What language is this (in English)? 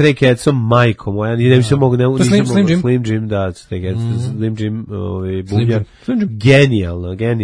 Serbian